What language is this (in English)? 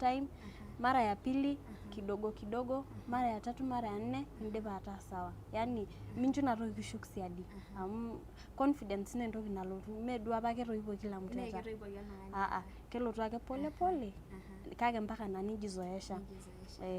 Masai